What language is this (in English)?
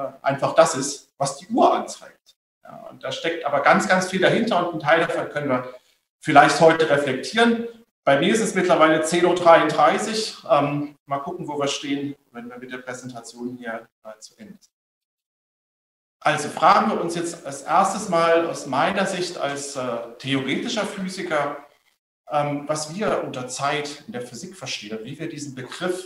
German